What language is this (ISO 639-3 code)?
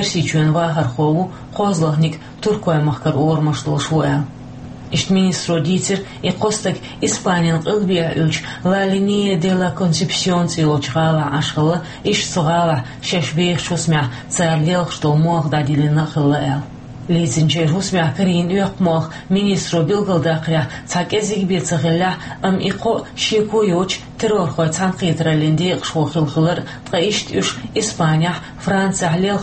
che